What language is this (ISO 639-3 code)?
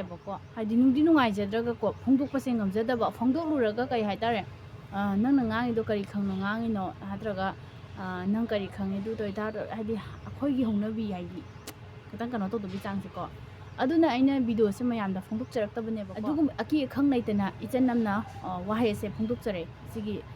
mni